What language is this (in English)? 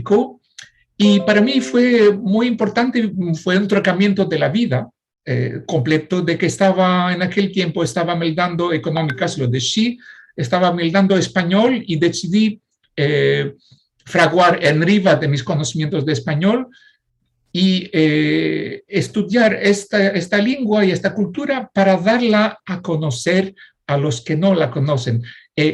Ladino